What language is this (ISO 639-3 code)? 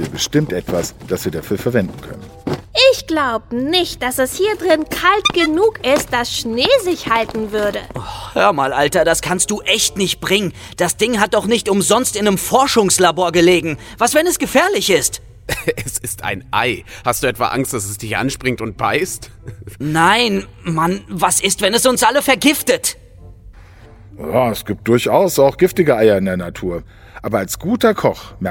deu